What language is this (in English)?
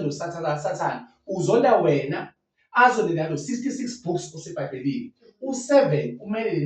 Zulu